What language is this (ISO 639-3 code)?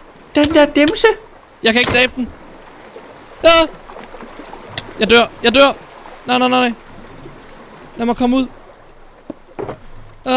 dan